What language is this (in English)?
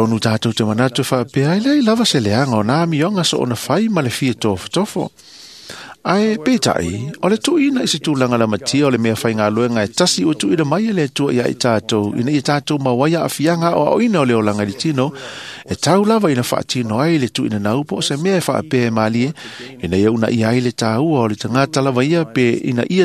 Samoan